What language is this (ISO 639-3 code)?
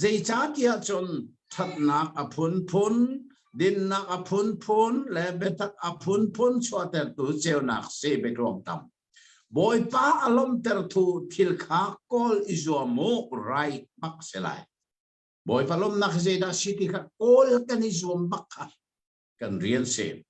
cnh